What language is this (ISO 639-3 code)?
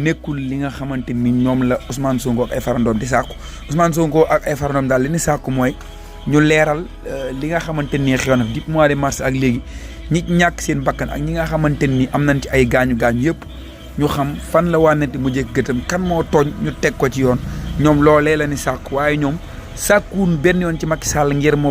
wol